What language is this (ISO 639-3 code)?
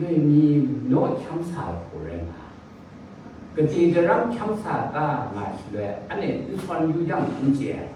kac